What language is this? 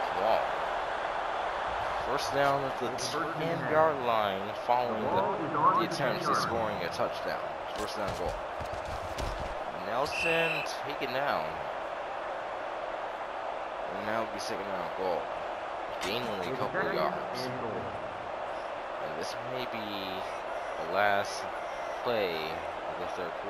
English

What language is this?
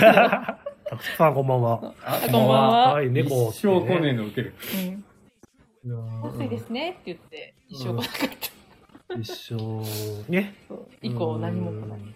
Japanese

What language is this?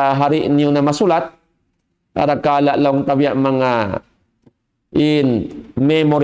Tausug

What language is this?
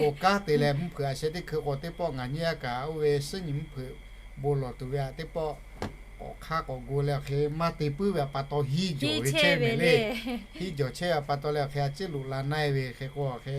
Lahu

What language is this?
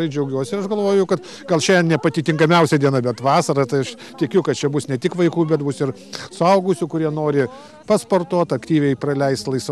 Lithuanian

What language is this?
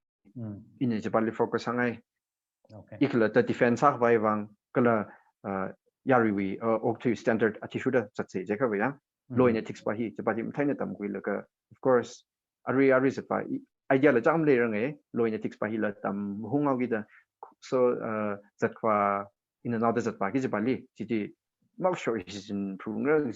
Tangkhul Naga (India)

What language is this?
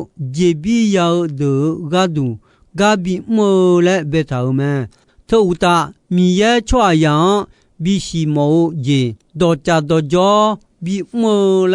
Akha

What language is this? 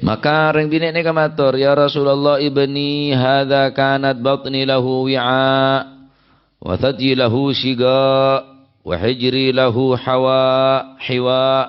Madurese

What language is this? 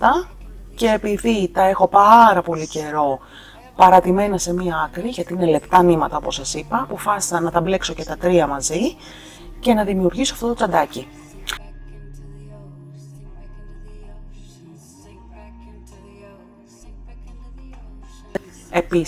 Greek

